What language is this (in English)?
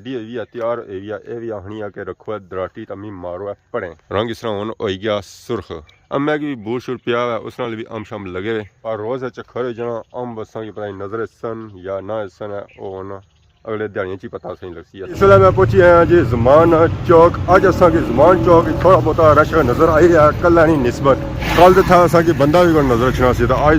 Pahari-Potwari